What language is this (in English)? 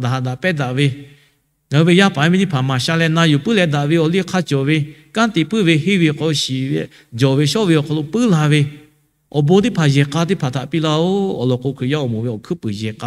Lahu